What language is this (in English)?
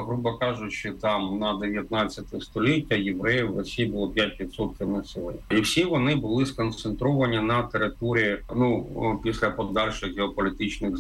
Ukrainian